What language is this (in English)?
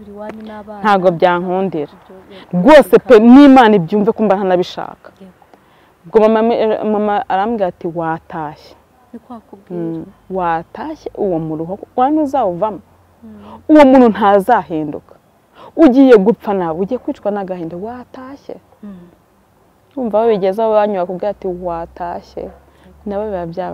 Kinyarwanda